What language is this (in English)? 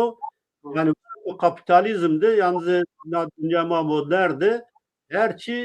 Zaza